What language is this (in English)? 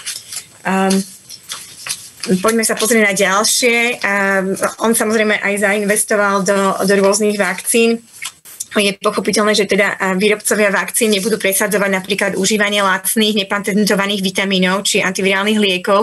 Slovak